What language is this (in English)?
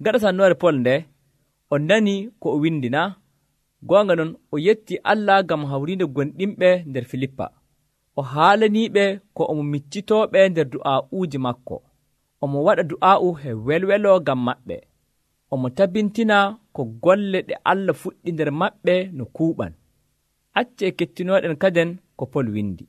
Nigerian Fulfulde